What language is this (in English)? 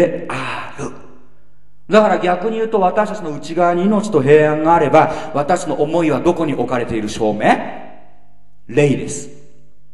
Japanese